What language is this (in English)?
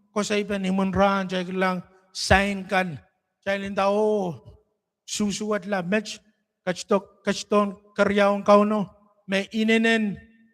Pohnpeian